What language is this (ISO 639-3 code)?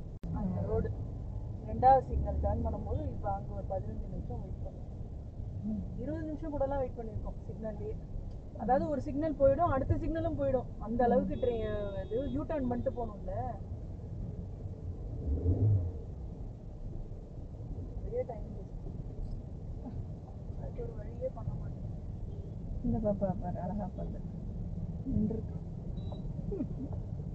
tam